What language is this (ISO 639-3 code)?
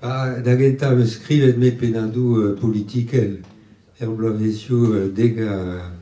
bre